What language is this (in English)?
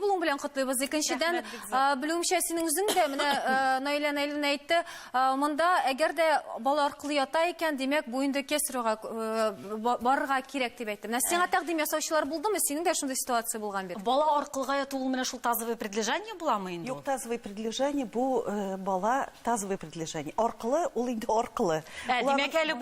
Tatar